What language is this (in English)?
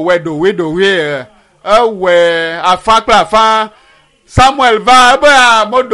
Ewe